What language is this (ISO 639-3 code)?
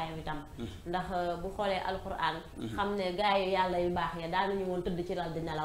wol